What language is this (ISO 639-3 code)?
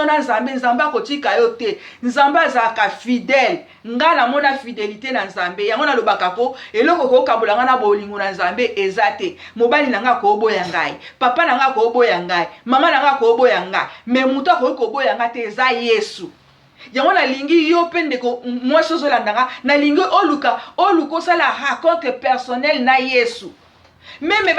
lin